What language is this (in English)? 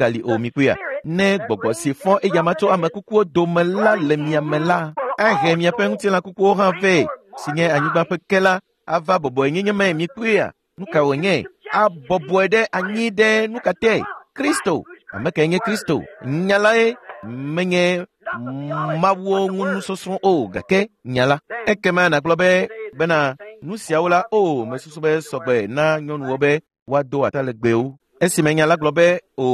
Ewe